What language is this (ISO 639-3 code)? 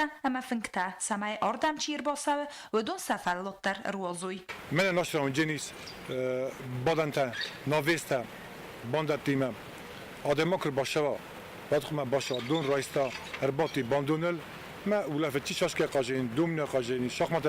oss